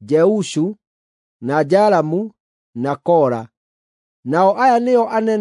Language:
Kikuyu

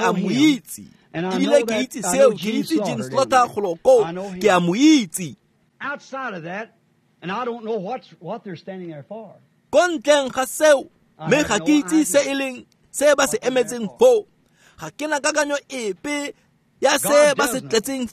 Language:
Tswana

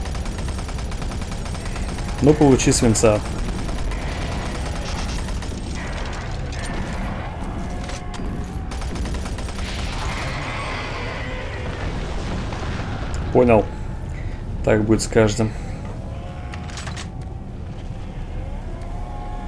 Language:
Russian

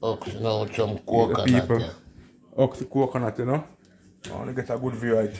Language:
Jamaican Creole English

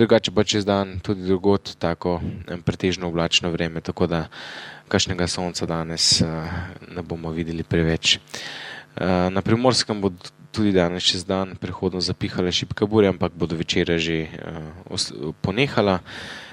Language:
Slovenian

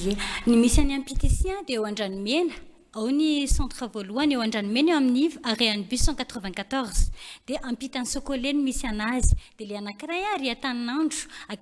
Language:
Malagasy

